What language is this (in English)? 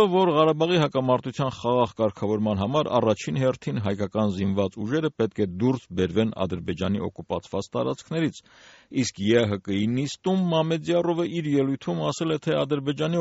Armenian